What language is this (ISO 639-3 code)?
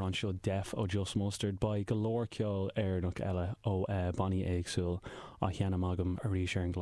gle